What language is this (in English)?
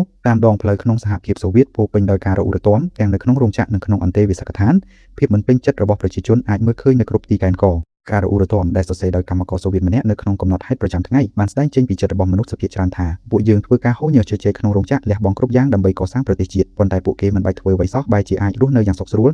Khmer